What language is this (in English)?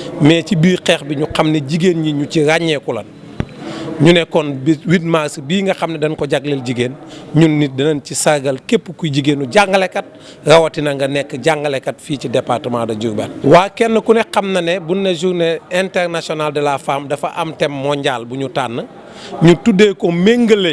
Wolof